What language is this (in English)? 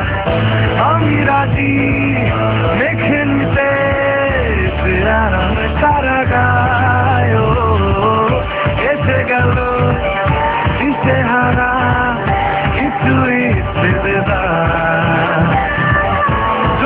Bangla